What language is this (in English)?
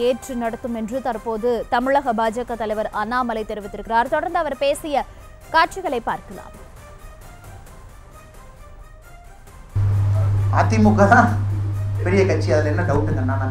Tamil